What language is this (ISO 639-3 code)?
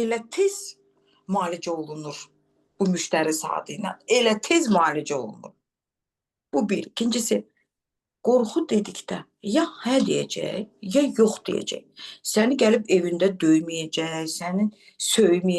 aze